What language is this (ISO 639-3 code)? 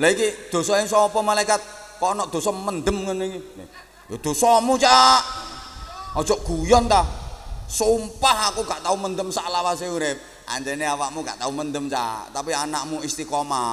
jav